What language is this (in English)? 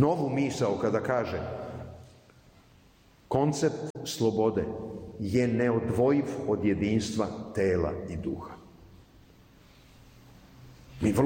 Serbian